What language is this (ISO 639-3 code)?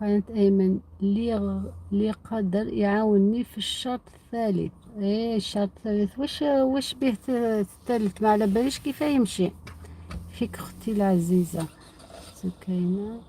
arq